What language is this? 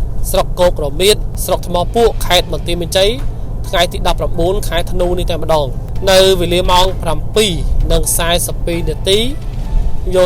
Khmer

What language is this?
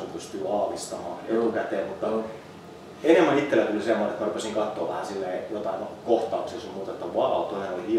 Finnish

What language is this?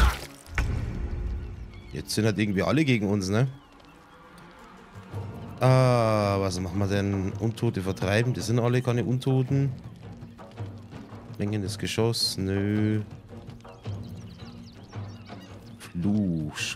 German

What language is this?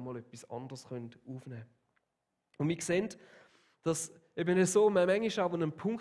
Swiss German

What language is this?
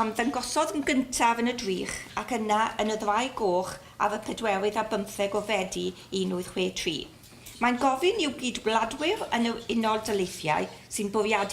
Welsh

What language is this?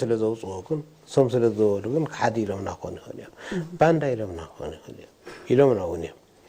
Tigrinya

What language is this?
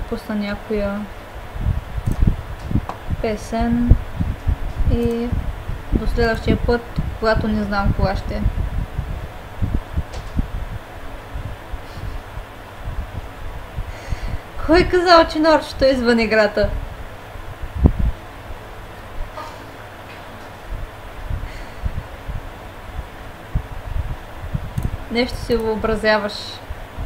Bulgarian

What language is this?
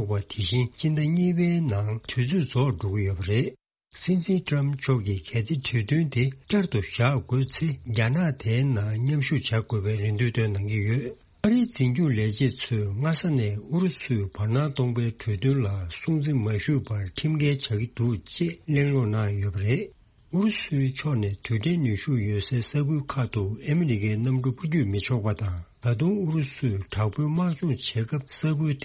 Tibetan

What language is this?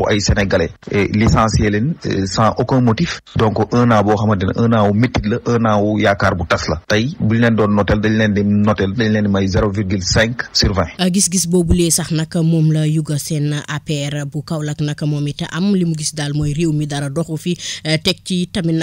Wolof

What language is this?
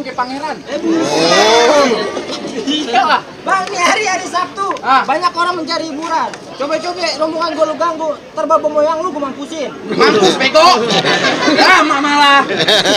Betawi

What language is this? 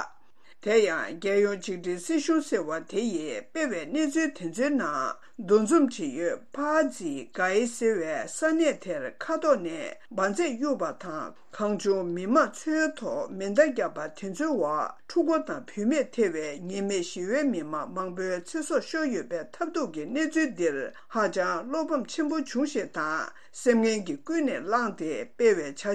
Tibetan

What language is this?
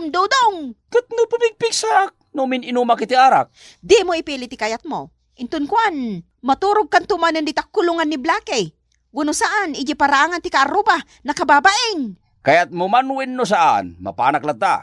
Iloko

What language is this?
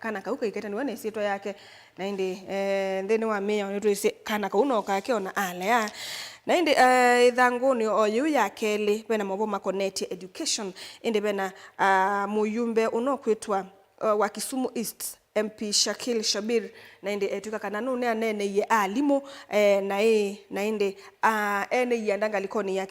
Kamba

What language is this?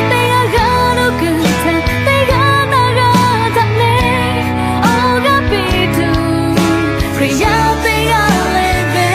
Lahu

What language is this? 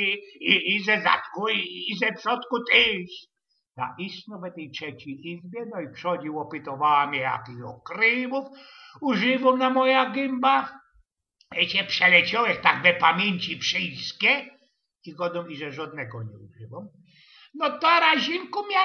Silesian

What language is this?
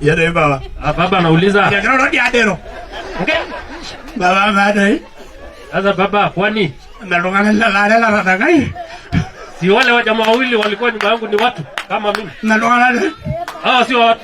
Masai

